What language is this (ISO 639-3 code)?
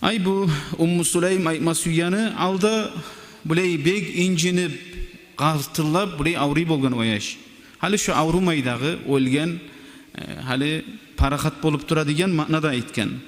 kum